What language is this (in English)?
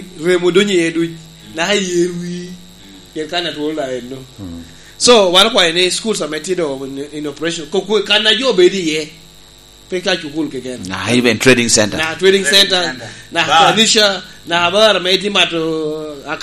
Lango (Uganda)